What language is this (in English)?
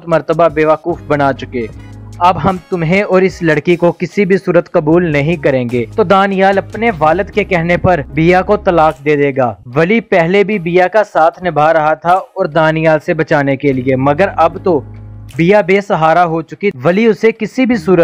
Urdu